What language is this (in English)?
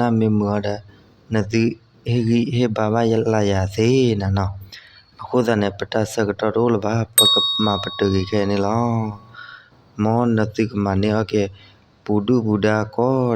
S'gaw Karen